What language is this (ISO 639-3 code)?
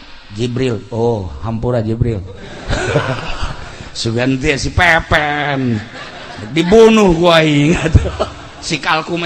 sun